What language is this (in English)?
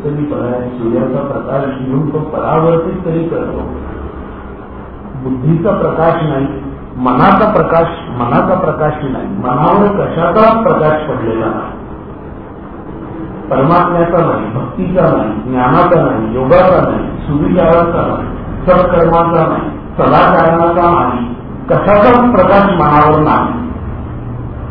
Marathi